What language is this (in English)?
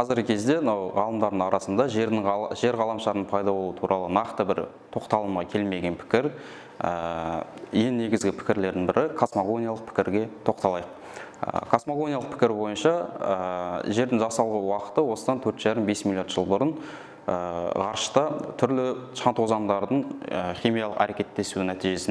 Kazakh